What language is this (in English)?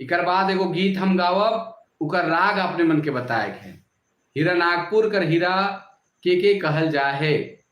Sadri